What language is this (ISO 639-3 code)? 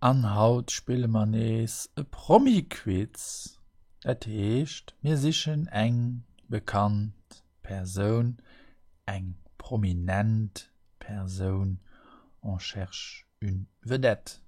ltz